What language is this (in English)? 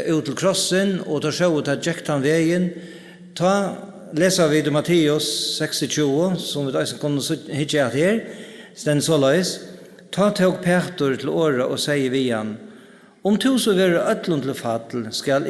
Faroese